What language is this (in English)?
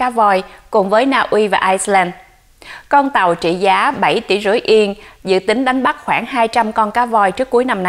Vietnamese